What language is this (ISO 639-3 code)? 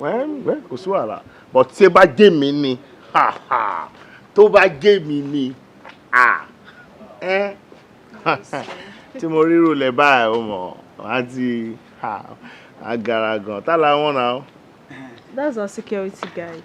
yor